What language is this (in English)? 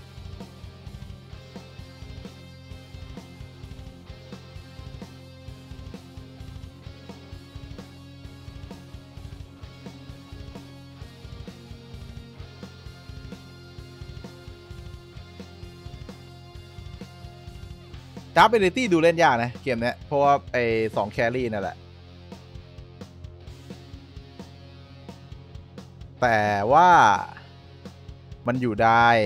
Thai